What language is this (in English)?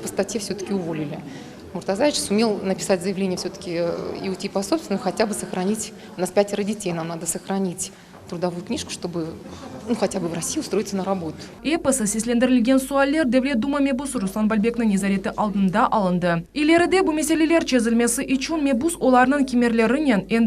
Crimean Tatar